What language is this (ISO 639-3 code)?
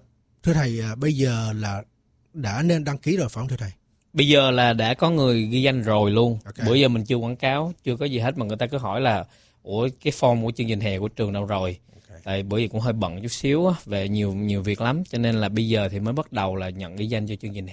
vie